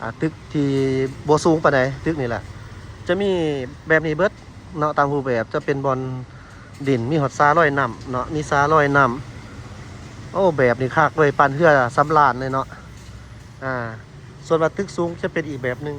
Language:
Lao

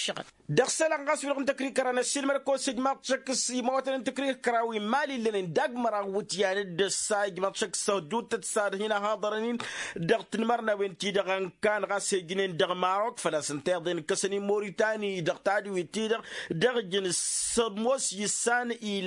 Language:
Tamasheq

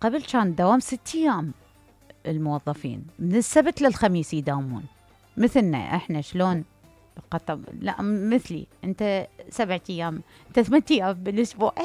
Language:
Mesopotamian Arabic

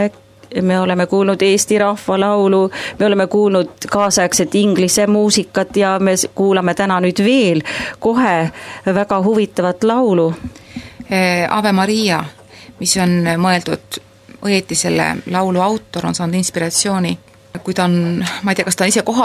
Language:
Estonian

